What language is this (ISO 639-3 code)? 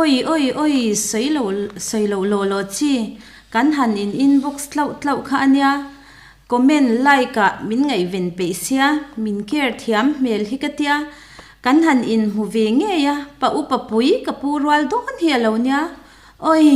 lus